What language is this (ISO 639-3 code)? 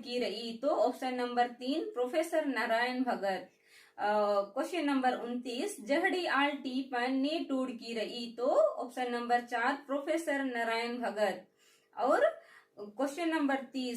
kru